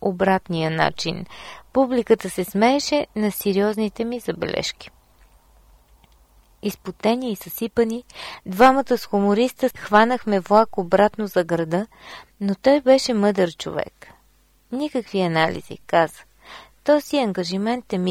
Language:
Bulgarian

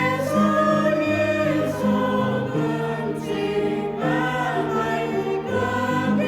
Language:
Central Mnong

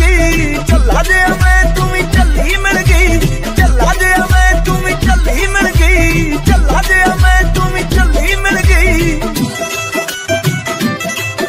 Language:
Punjabi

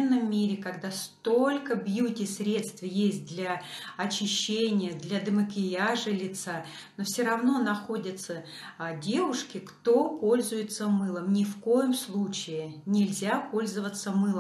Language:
Russian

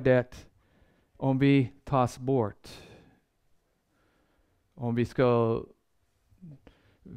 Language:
Swedish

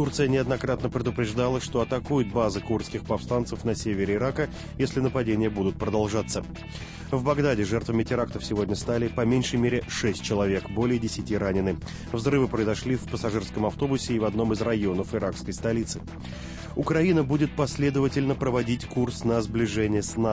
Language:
Russian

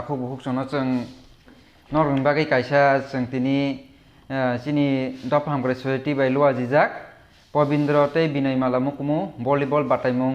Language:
Kok Borok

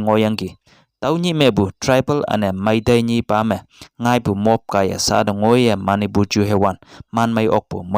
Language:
Konyak Naga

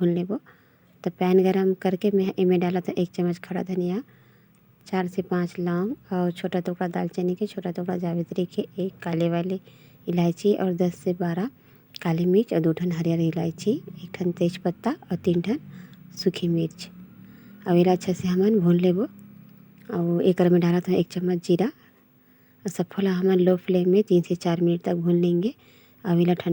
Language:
Chhattisgarhi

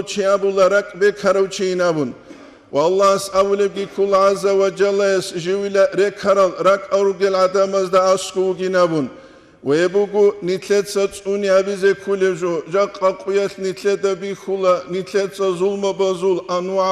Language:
Avaric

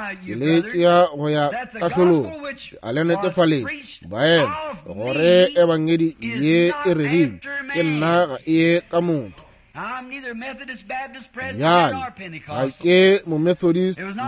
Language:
Northern Sotho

